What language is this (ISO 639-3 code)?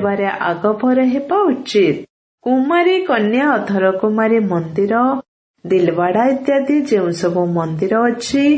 ori